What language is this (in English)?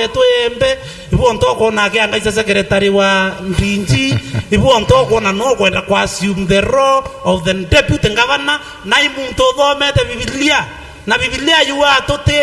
Meru